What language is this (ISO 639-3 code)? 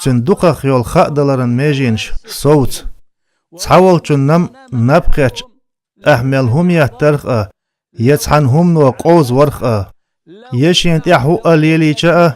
che